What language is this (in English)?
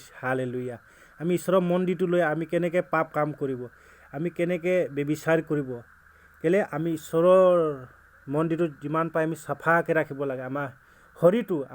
Assamese